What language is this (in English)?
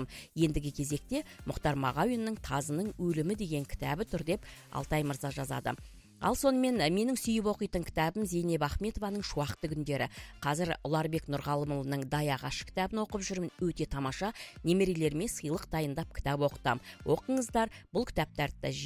Kazakh